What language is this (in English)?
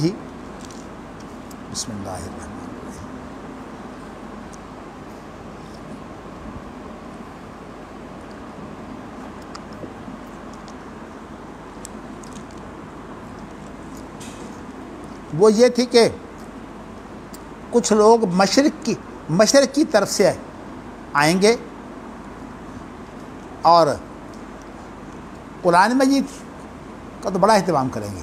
Urdu